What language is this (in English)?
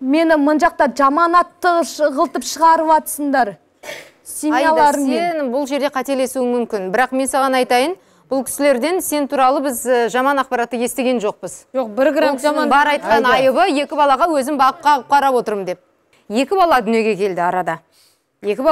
Kazakh